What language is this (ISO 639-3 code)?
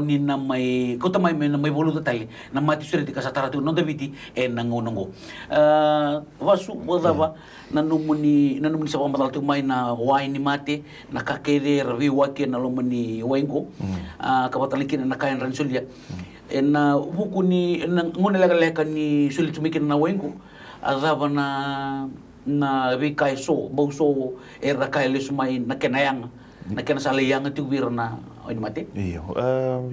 fij